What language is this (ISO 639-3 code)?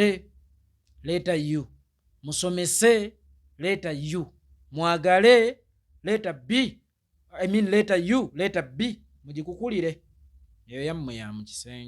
lug